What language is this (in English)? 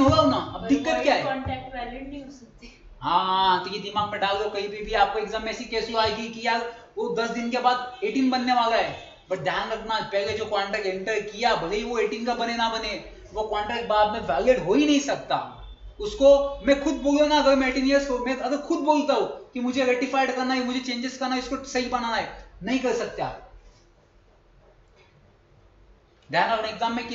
Hindi